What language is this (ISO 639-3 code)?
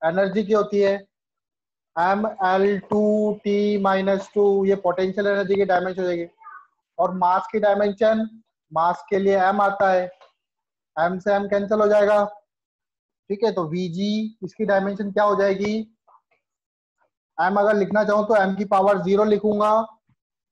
hin